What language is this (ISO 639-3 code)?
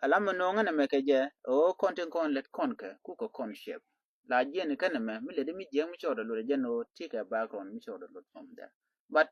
nus